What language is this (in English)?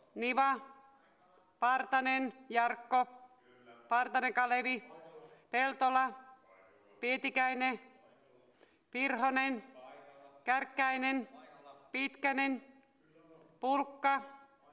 Finnish